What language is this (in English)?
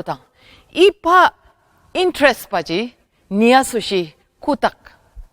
Ao Naga